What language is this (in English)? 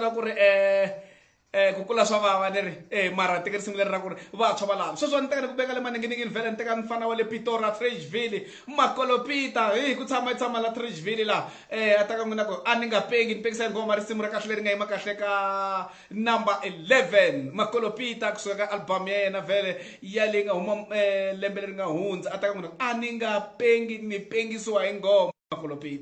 Tsonga